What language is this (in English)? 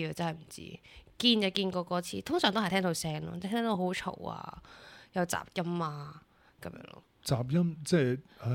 Cantonese